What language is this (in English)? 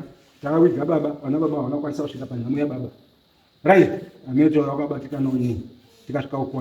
Shona